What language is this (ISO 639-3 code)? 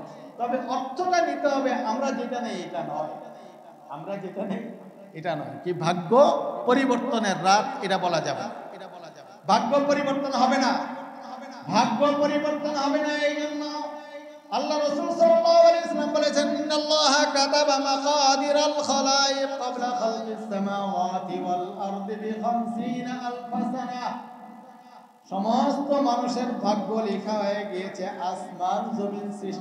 ben